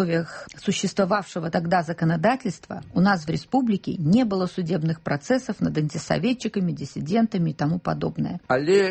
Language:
Belarusian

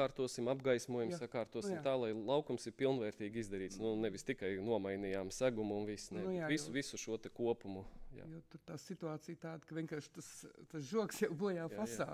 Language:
Latvian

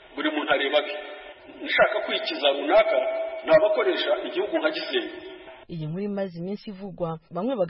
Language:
Kinyarwanda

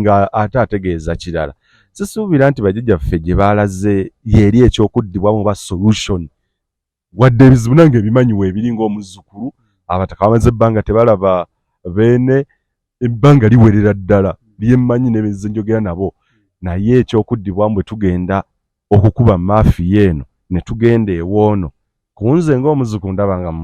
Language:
Ganda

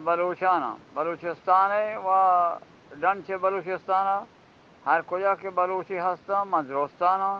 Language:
Eastern Balochi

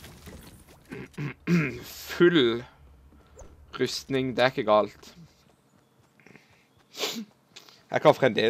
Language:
Norwegian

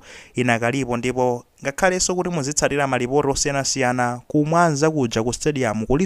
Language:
Nyanja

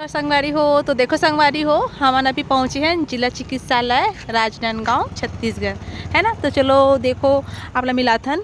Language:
Chhattisgarhi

